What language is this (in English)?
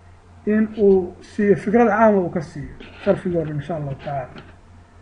Somali